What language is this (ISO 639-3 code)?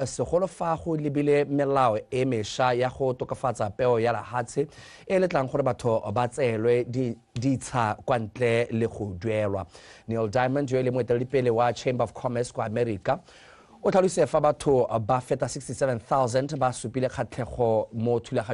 tsn